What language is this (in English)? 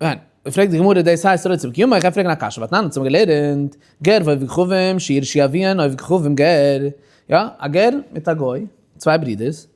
Yiddish